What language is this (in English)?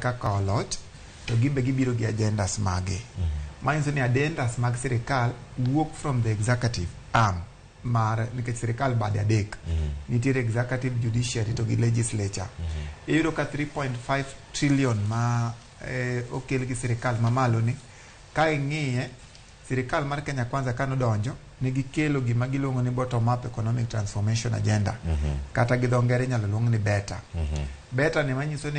Luo (Kenya and Tanzania)